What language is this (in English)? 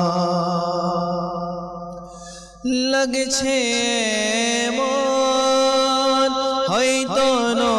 Bangla